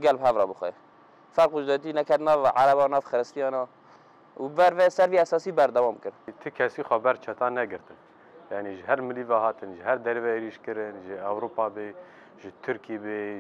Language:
Kurdish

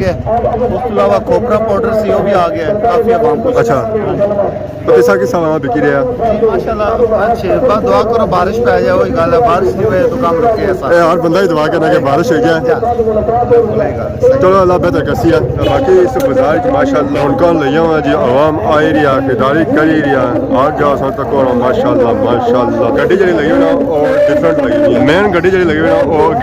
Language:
Pahari-Potwari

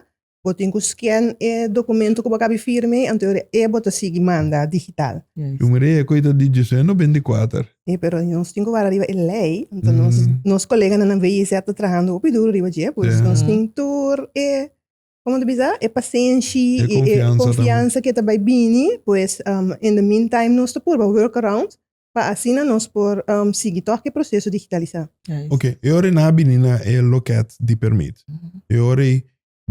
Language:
Papiamento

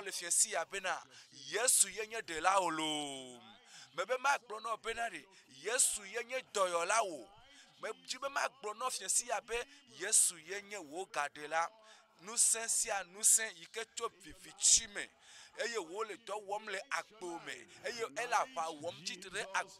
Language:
Ewe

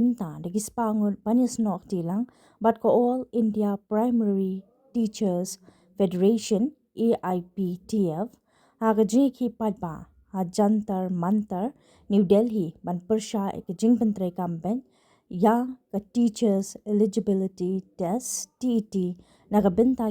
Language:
Khasi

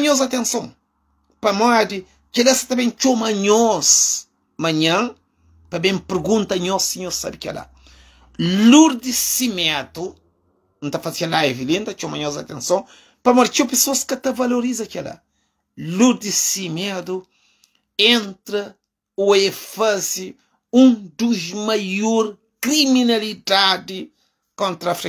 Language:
Kabuverdianu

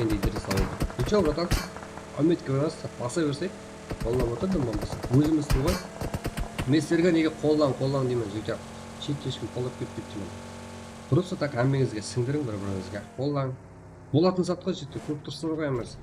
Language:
Kara-Kalpak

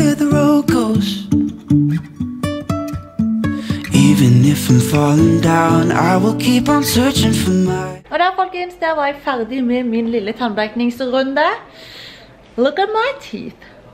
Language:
Norwegian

